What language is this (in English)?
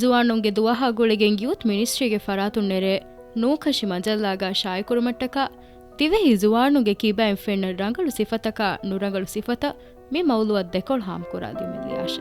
Divehi